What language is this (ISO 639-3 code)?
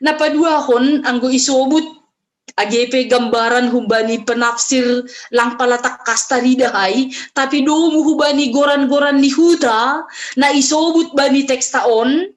bts